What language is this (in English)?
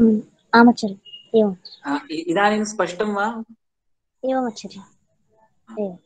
Sanskrit